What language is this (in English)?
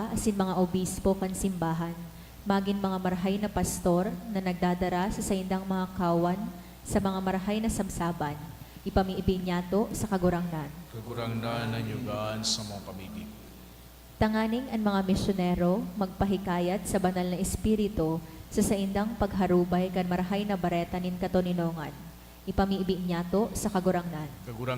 Bikol